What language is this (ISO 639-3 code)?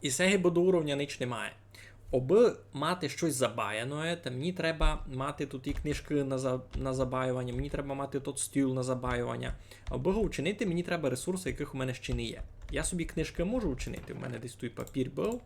rue